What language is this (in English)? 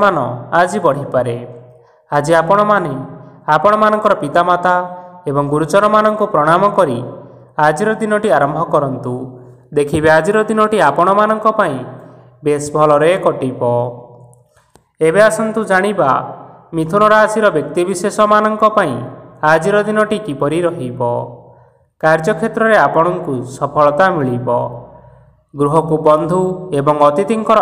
Odia